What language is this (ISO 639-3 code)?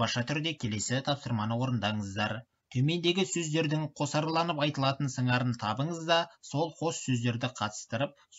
kaz